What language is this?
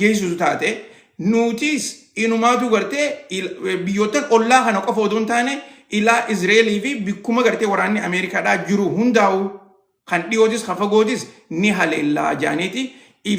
Oromo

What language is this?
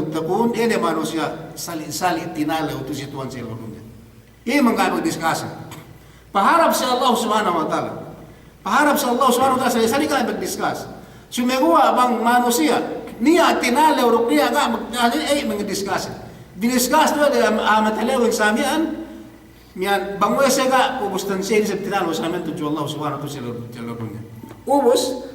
Yakan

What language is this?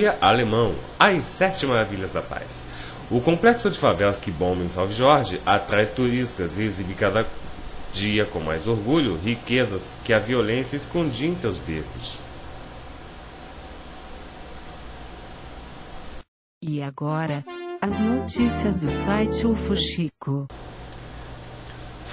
Portuguese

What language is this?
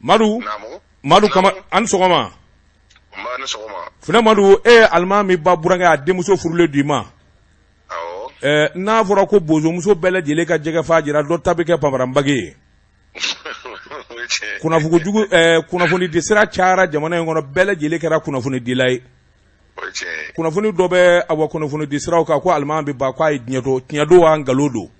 Bambara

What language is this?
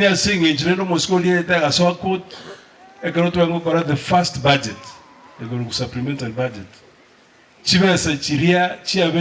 Gusii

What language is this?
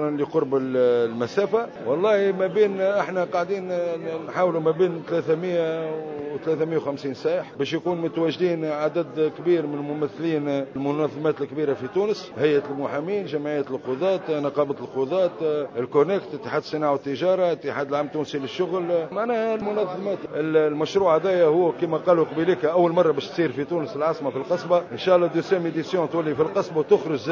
Tunisian Arabic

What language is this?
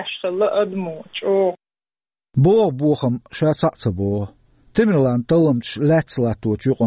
Chechen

